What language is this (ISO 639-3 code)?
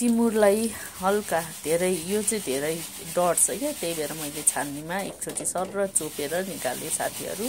nep